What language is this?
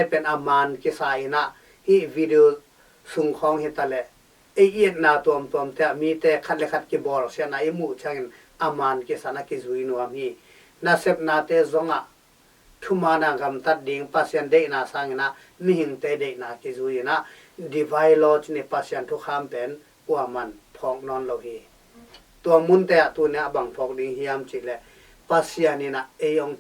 Tedim Chin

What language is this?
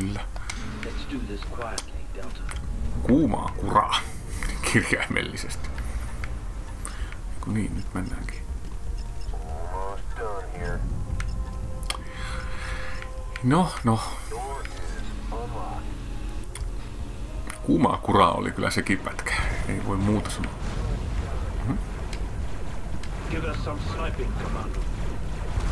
Finnish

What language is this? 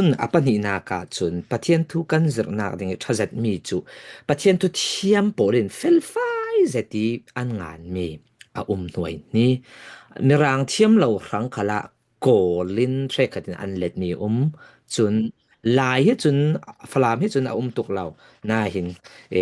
Falam Chin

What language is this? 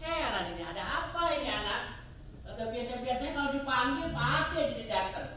Betawi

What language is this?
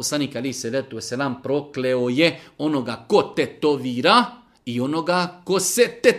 Bosnian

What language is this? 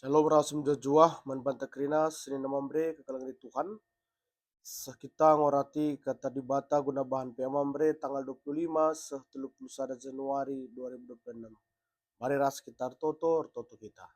Batak Karo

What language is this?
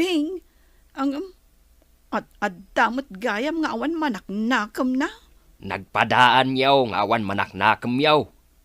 Iloko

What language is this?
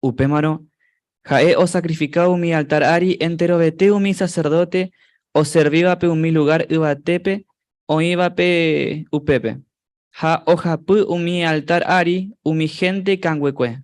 Guarani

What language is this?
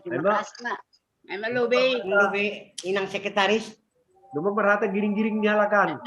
Batak Simalungun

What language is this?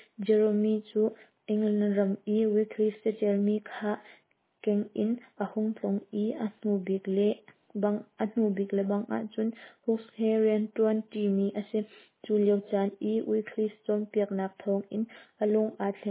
Hakha Chin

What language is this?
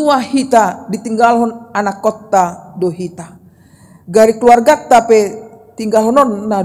Batak Toba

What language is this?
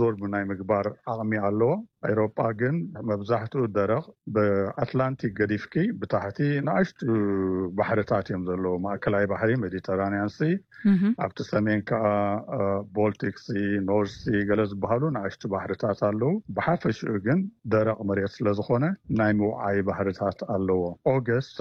Tigrinya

